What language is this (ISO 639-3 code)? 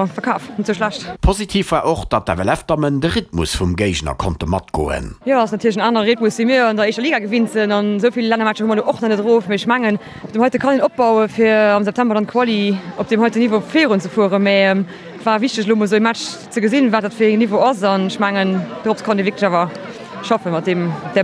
ltz